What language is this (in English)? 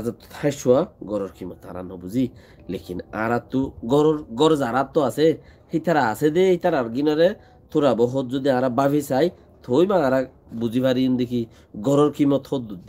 Rohingya